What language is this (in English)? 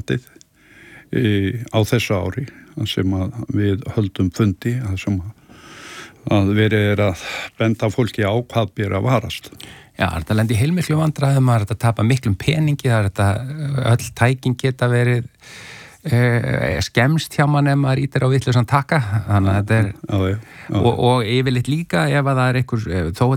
Icelandic